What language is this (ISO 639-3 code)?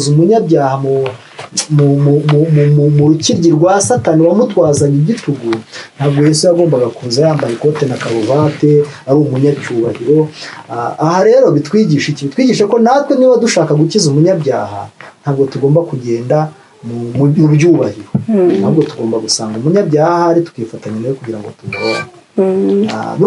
kin